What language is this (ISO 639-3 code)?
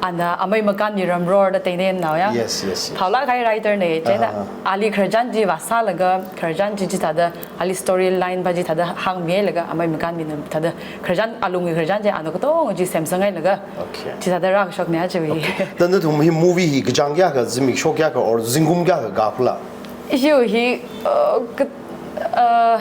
nmf